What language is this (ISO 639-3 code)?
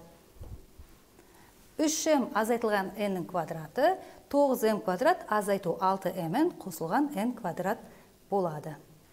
kaz